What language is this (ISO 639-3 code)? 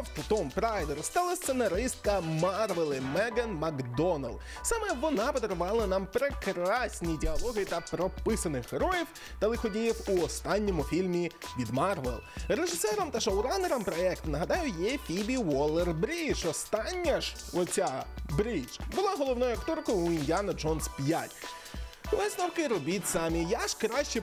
ukr